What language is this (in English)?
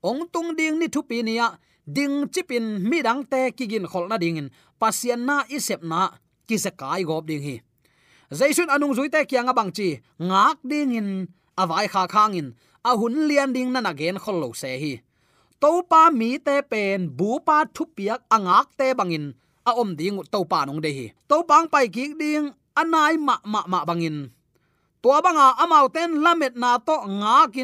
Tedim Chin